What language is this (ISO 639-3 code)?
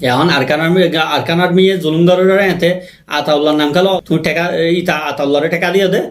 rhg